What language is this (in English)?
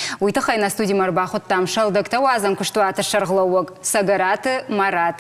Ossetic